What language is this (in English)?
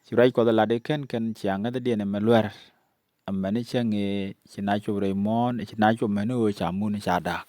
Nuer